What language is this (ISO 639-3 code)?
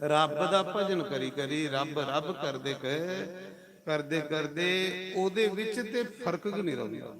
doi